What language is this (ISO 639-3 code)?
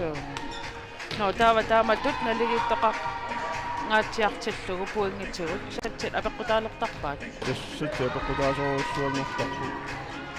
kal